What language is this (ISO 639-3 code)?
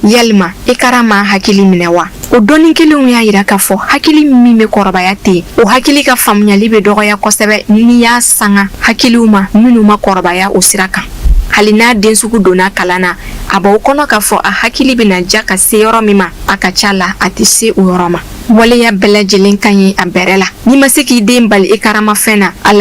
bam